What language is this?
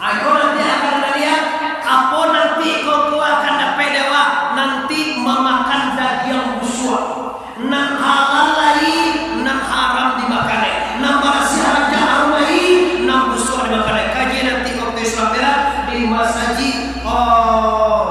Minangkabau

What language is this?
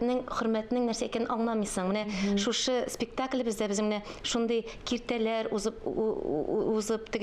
Tatar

